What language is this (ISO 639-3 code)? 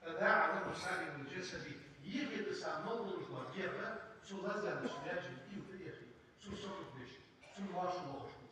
inh